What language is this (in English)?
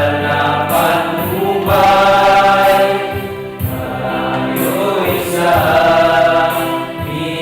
Pampanga